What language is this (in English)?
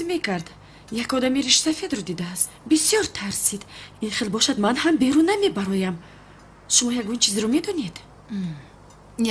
Tajik